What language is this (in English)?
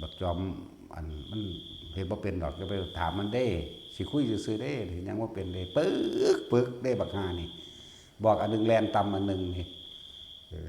Northeastern Thai